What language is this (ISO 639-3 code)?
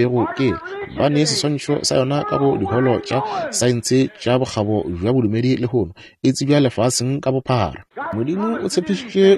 nso